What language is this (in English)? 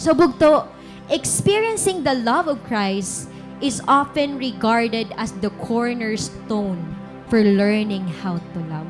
Waray